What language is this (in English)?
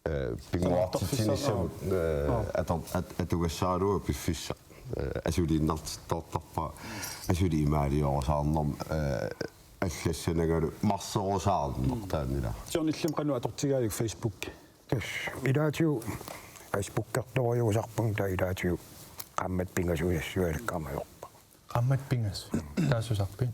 Kalaallisut